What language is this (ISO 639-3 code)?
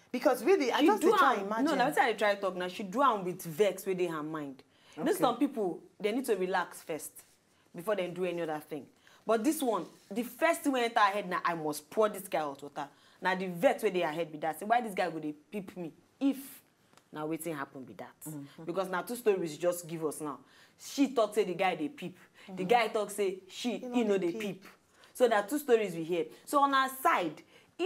pcm